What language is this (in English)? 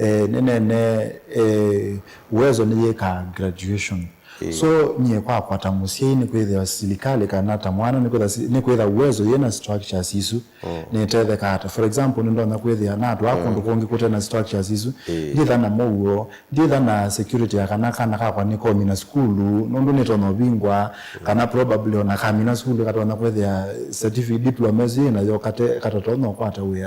Kamba